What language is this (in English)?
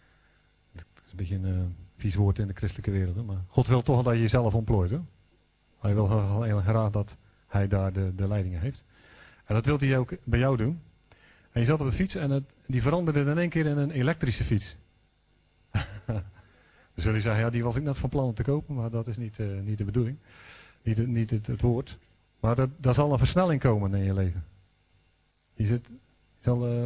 Dutch